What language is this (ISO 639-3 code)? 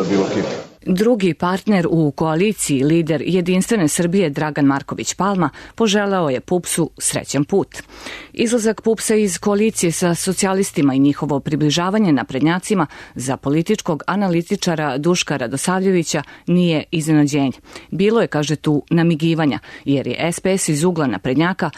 srp